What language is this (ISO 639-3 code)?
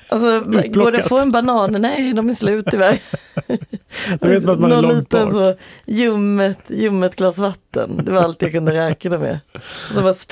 swe